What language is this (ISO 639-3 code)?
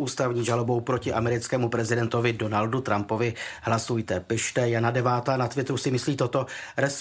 ces